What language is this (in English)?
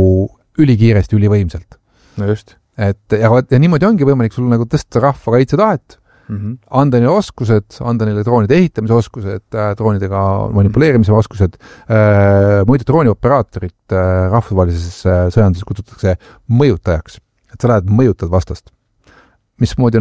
Estonian